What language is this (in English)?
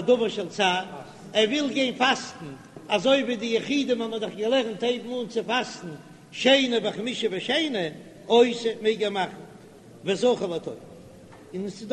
Yiddish